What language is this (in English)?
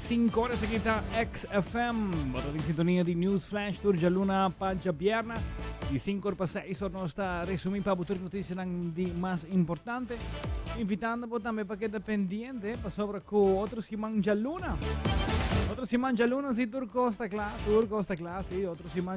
Papiamento